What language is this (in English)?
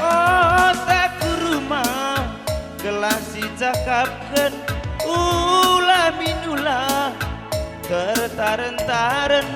Batak Karo